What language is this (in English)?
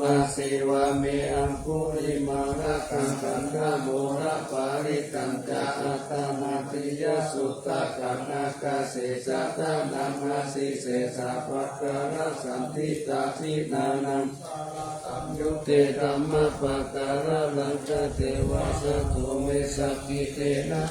Pali